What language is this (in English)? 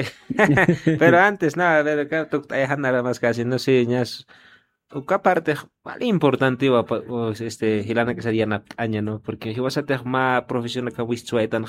Aymara